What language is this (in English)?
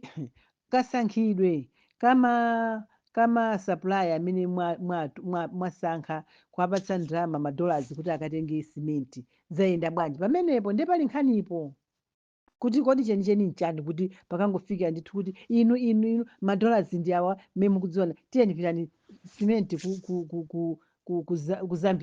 Nyanja